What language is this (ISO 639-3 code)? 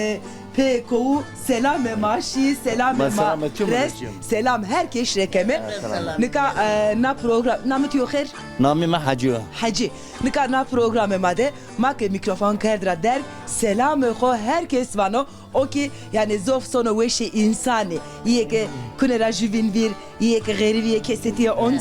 zza